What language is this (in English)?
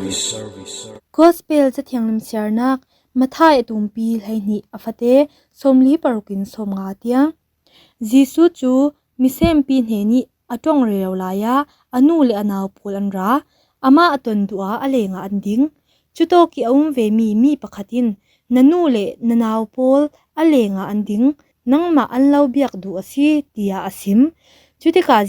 Falam Chin